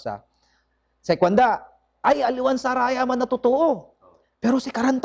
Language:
Pangasinan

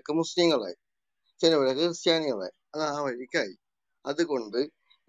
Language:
Malayalam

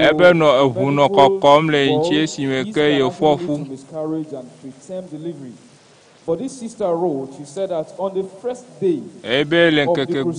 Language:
Ewe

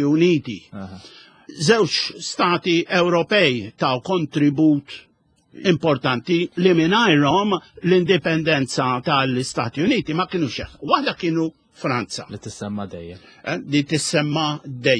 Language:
Maltese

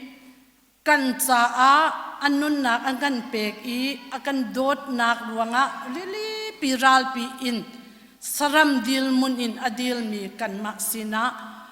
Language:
Hakha Chin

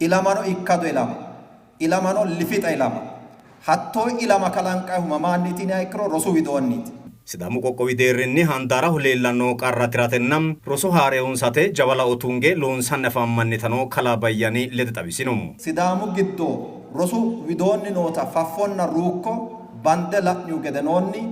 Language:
Sidamo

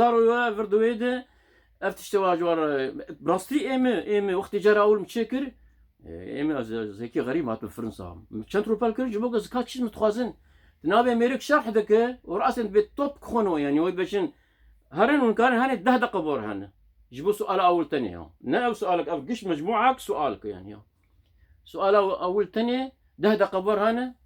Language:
Kurdish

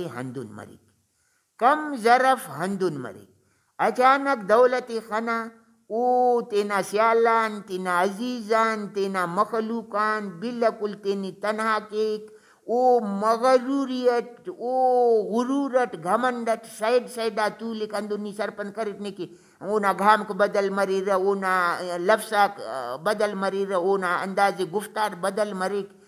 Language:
Brahui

